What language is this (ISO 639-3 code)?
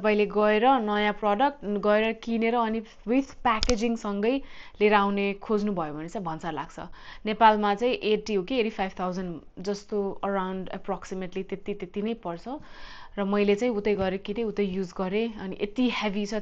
nep